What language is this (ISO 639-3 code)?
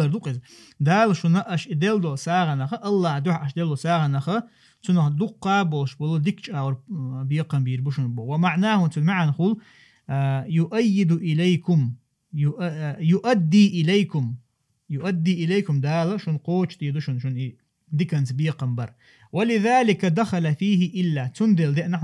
che